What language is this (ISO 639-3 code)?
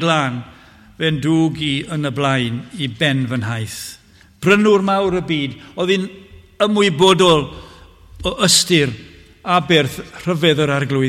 cym